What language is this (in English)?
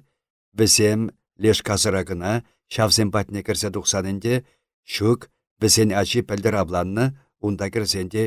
Chuvash